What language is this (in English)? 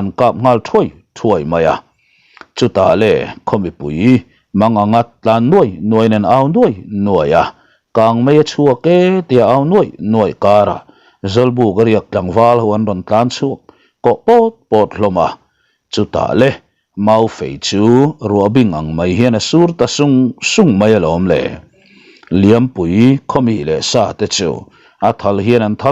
Mizo